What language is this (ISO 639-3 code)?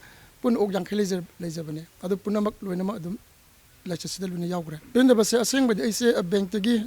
mni